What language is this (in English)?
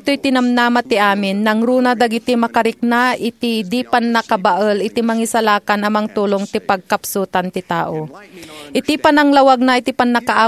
Iloko